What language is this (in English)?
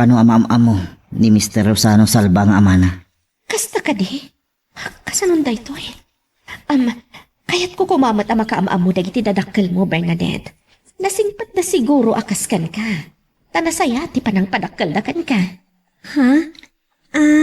Iloko